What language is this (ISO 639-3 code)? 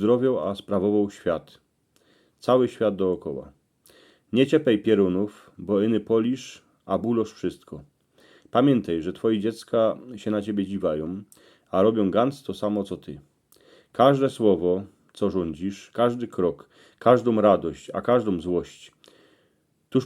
szl